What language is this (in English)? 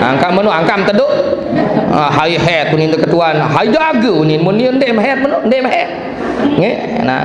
Sasak